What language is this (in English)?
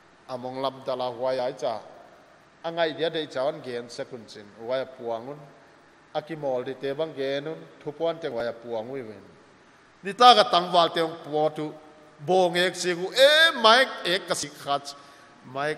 Paite Chin